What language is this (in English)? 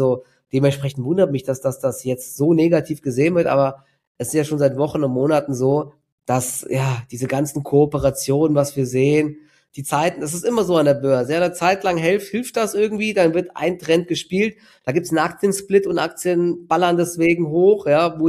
German